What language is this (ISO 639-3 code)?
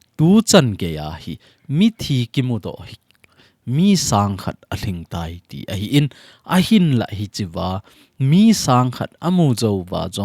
tcz